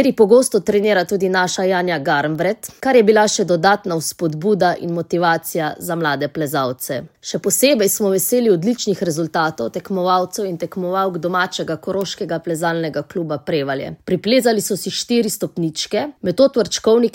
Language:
Slovenian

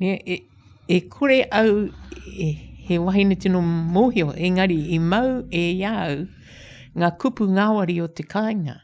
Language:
Māori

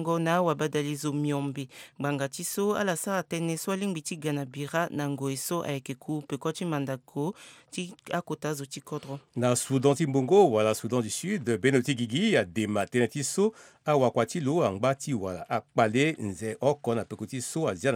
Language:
Sango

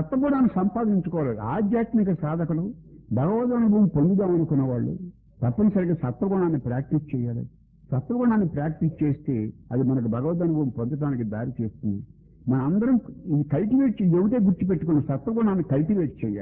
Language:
Telugu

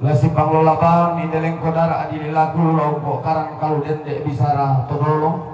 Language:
Toraja-Sa'dan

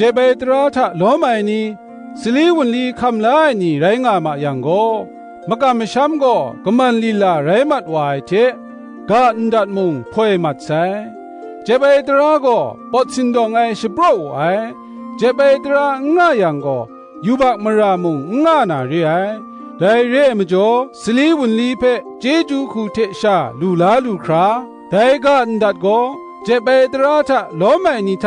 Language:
Kachin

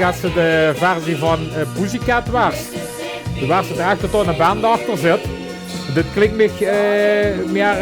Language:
Limburgish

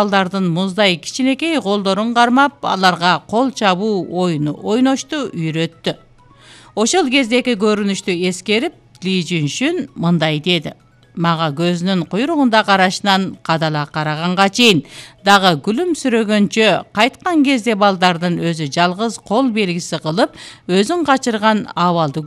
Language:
Kyrgyz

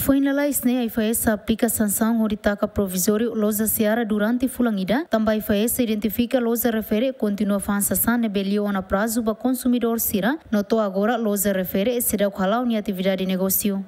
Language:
Tetum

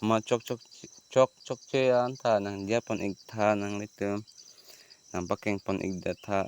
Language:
Karbi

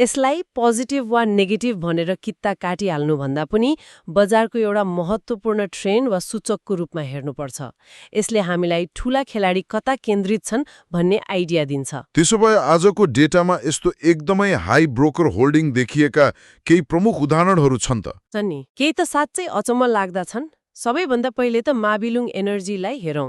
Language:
Nepali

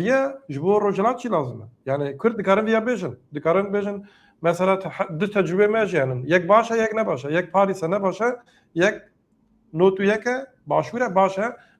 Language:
Kurdish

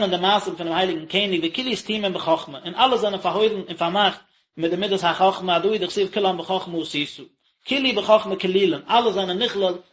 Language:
Yiddish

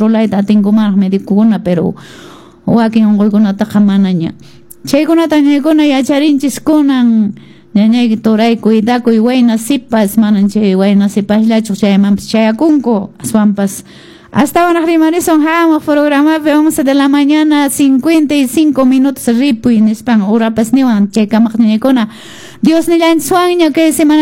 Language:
Quechua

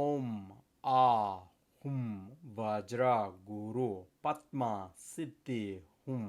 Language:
Tibetan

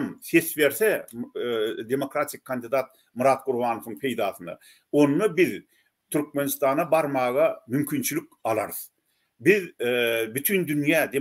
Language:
Turkmen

